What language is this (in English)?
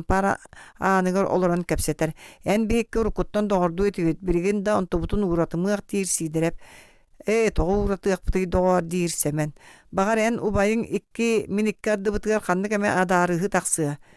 Yakut